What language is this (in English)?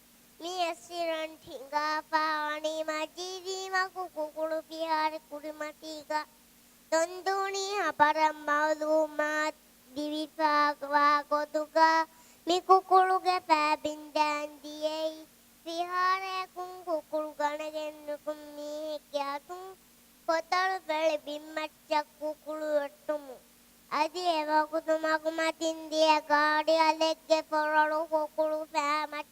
Divehi